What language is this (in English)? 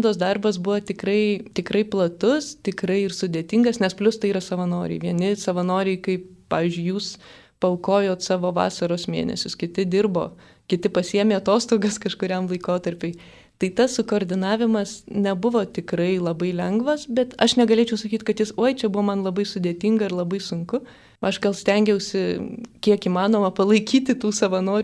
Lithuanian